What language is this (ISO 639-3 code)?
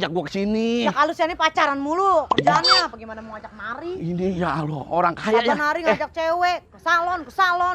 bew